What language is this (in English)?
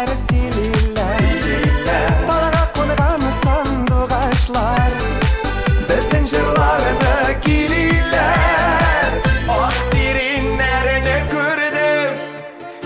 Bashkir